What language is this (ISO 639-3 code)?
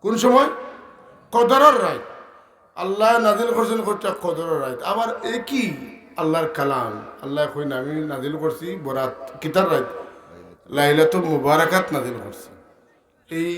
syl